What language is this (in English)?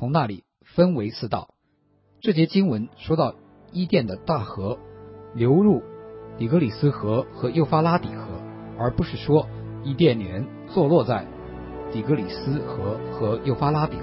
Chinese